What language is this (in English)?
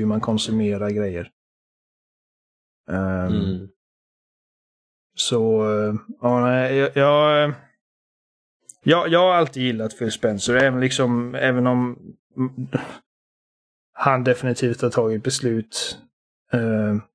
Swedish